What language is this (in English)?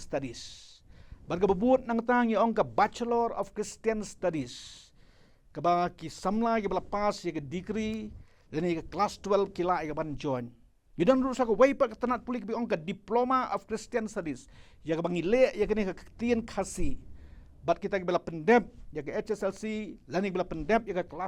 Khasi